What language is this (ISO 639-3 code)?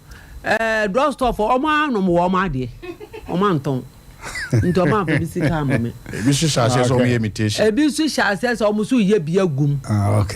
aka